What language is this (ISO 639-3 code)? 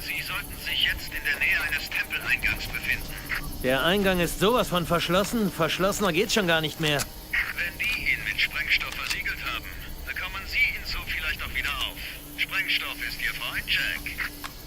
bar